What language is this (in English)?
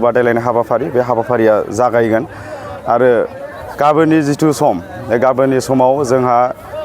Bodo